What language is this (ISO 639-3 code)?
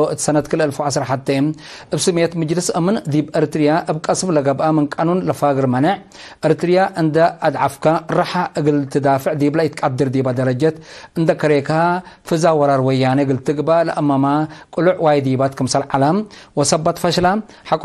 tig